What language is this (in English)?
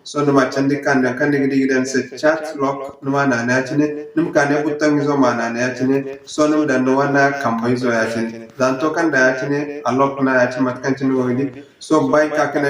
Zarma